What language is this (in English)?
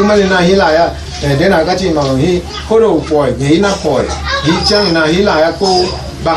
Tedim Chin